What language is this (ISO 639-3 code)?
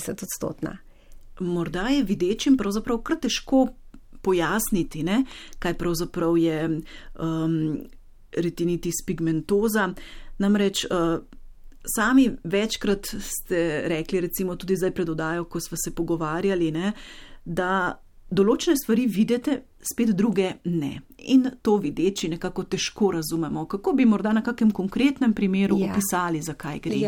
slv